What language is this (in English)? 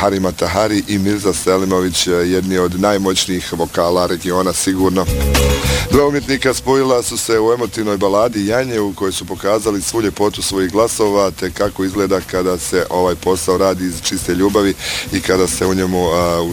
Bosnian